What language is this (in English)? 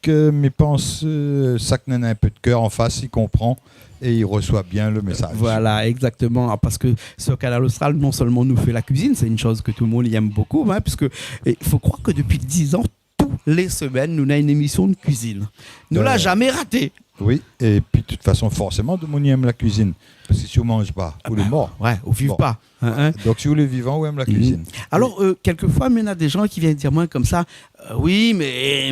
Réunion Creole French